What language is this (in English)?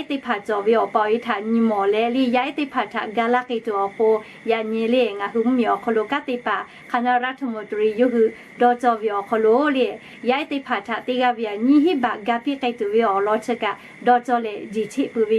Lahu